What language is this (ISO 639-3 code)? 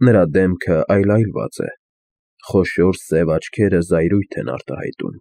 hye